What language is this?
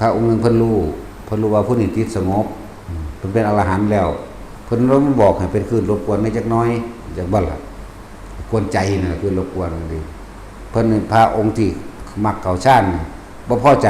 Northeastern Thai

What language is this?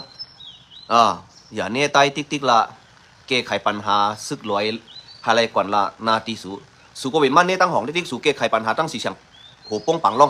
Shan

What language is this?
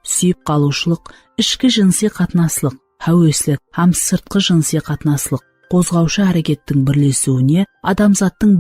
Kara-Kalpak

